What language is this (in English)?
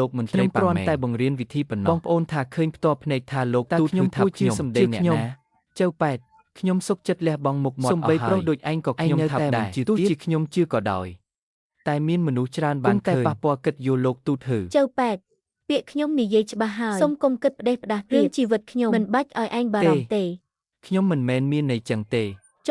Khmer